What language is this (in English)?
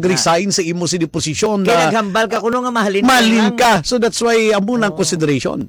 Hiligaynon